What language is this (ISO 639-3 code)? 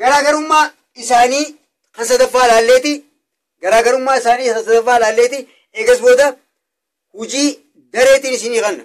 orm